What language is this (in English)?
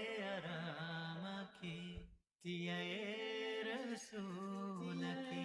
Divehi